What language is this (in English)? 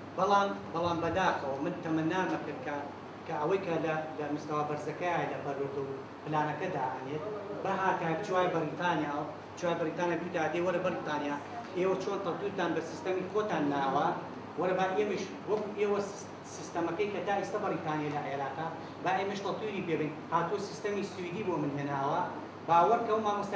Central Kurdish